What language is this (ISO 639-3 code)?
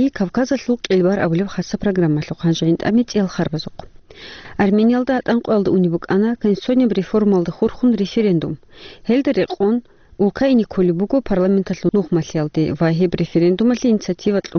ava